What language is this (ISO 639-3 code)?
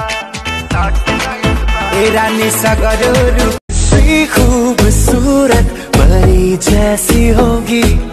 bho